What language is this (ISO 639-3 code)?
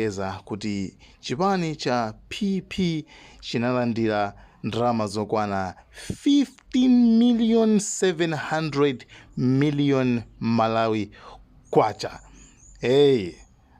nya